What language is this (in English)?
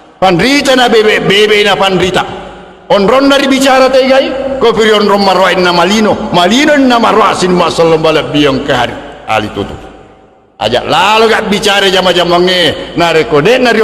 Buginese